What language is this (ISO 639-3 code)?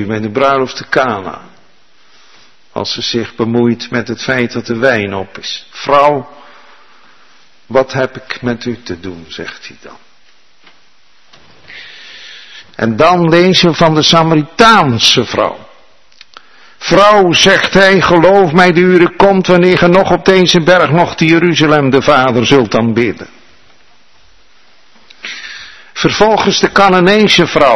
nld